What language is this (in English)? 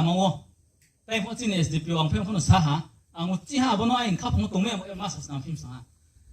Riang (India)